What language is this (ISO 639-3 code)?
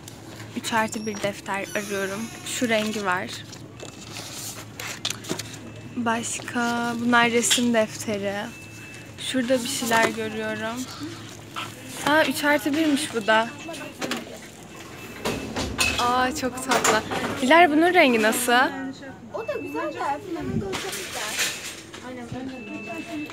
tur